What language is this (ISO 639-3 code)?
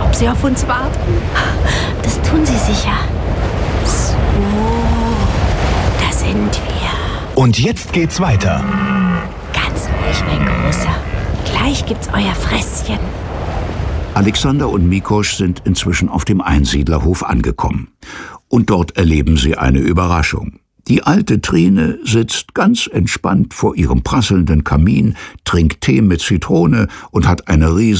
deu